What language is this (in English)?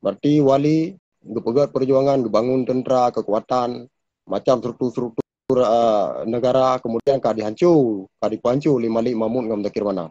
Achinese